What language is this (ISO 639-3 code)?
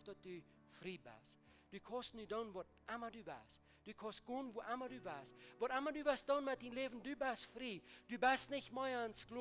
pdt